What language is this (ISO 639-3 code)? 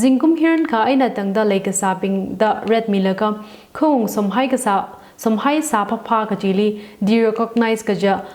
nmf